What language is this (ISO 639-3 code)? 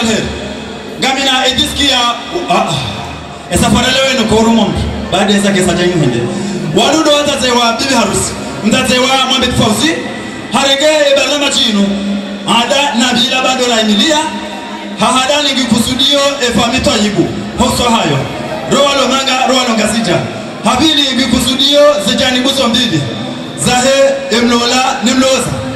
zdj